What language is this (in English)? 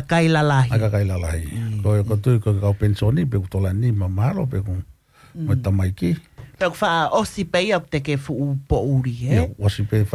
Tongan